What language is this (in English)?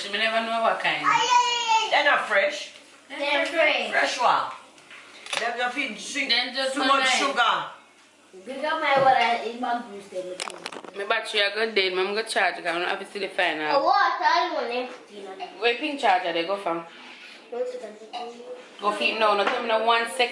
Jamaican Creole English